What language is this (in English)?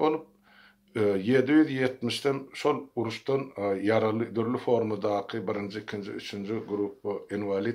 Turkmen